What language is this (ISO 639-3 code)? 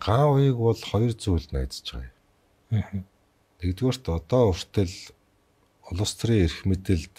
mon